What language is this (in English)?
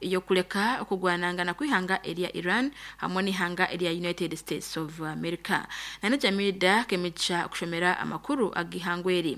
Nyankole